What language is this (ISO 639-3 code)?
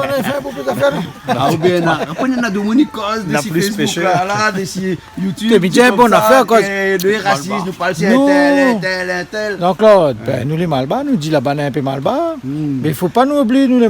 rcf